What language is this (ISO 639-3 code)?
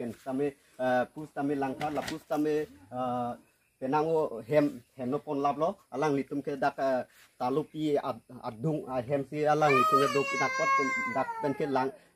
mjw